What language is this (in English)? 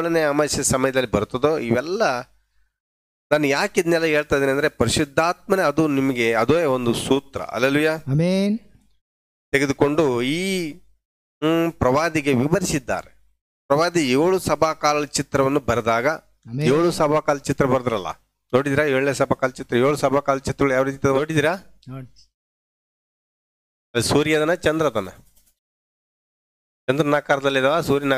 Kannada